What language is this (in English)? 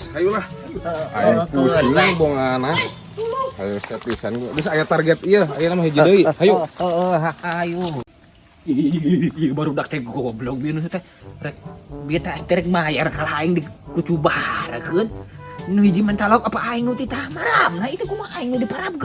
Sundanese